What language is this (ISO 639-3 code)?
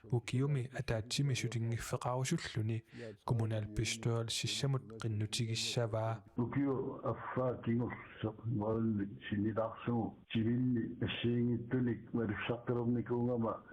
kal